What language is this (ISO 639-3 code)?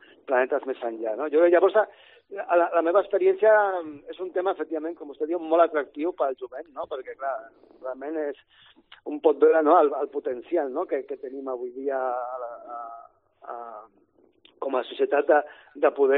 cat